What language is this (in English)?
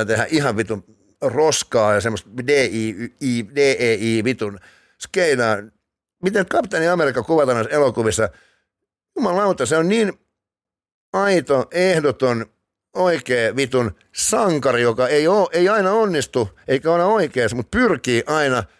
Finnish